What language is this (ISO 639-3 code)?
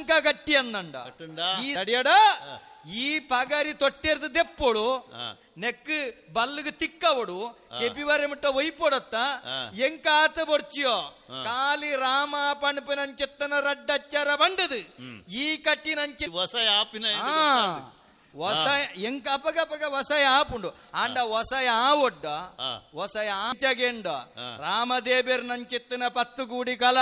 tcy